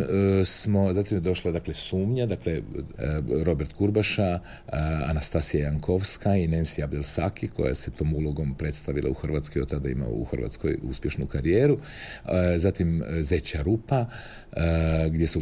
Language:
Croatian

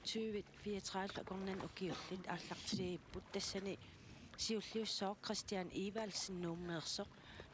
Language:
Kalaallisut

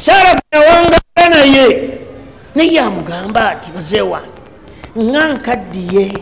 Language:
Ganda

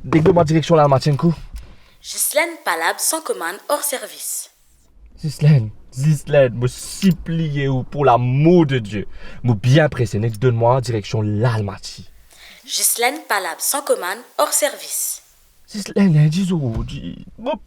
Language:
Morisyen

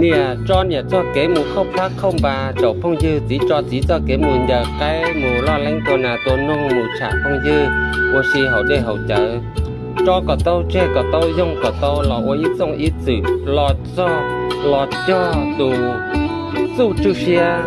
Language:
Hmong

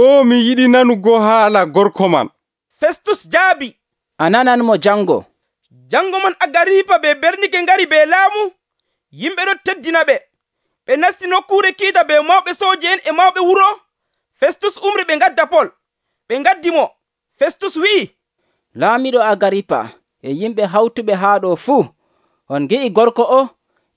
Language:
Nigerian Fulfulde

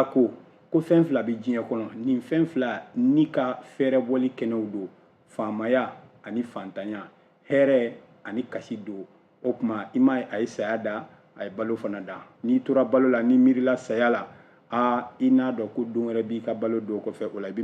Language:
Bambara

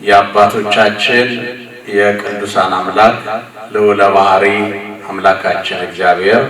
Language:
Amharic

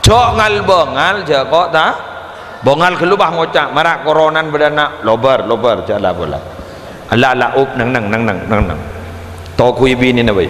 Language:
Madurese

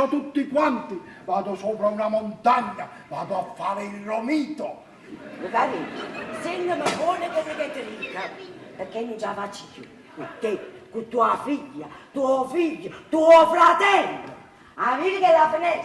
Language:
Neapolitan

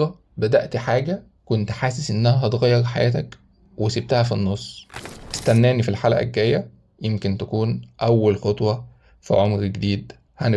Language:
Egyptian Arabic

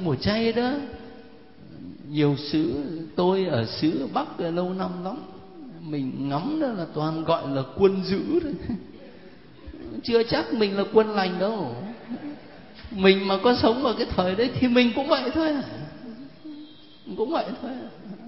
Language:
Vietnamese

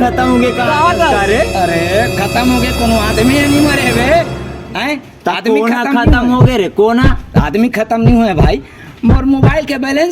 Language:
Chhattisgarhi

